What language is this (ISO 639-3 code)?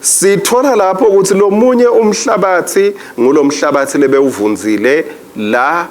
ssw